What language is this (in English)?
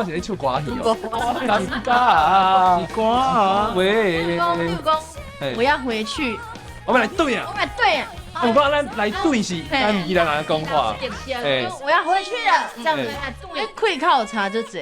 Min Nan Chinese